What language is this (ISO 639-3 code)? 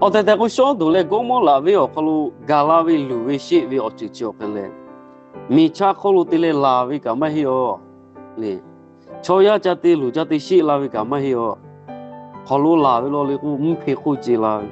lhu